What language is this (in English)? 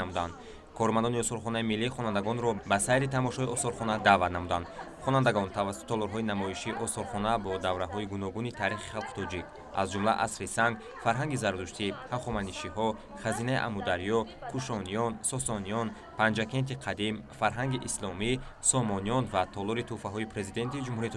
Tajik